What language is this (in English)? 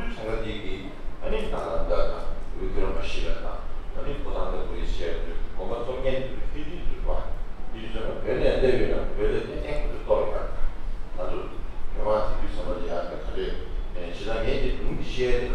Tibetan